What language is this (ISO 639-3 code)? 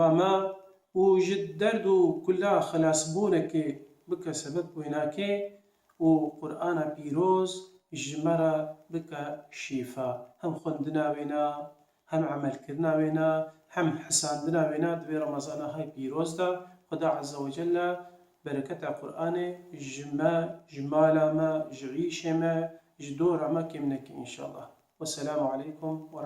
kur